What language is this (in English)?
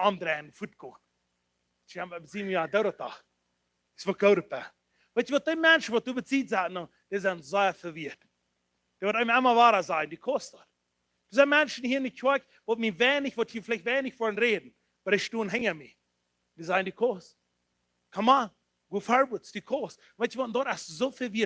Plautdietsch